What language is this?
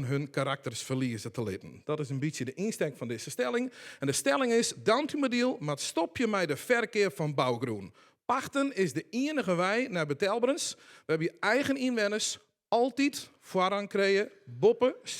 Western Frisian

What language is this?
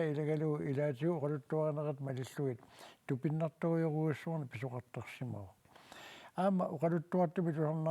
Kalaallisut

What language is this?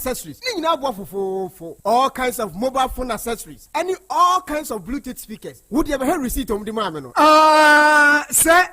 Akan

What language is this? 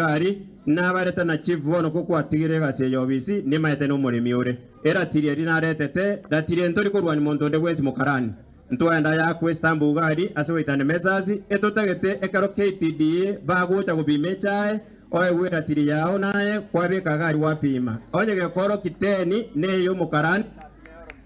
Gusii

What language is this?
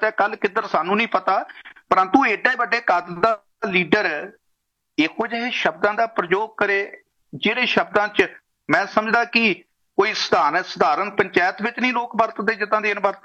Punjabi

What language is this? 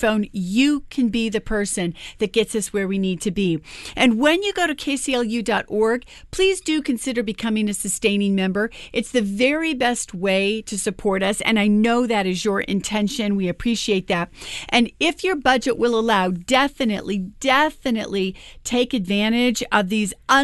English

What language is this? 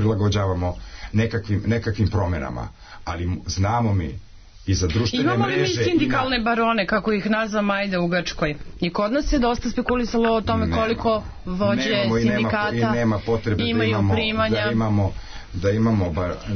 Serbian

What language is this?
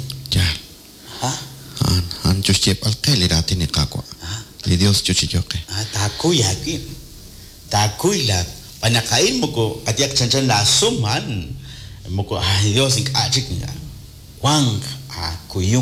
Kekchí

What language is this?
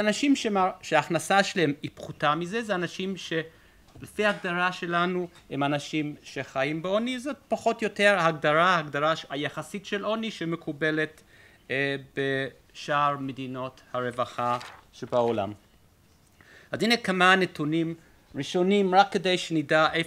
Hebrew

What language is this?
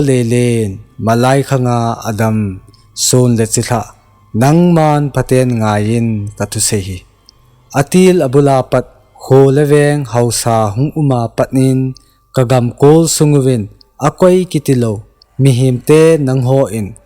Thado Chin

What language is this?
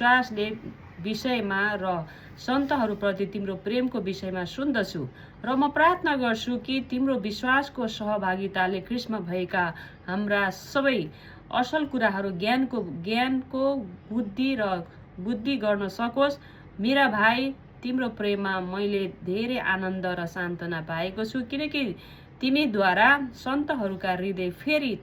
Nepali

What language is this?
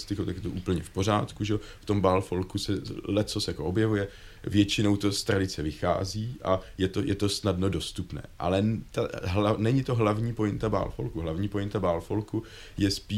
Czech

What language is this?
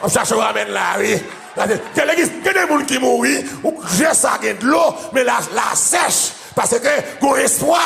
Haitian Creole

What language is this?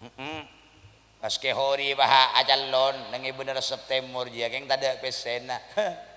Madurese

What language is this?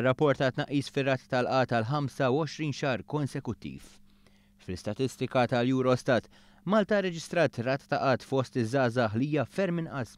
Maltese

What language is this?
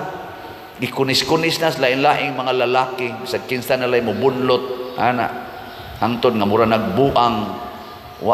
Cebuano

